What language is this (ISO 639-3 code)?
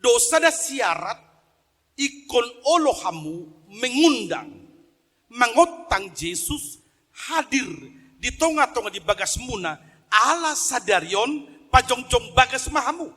bbc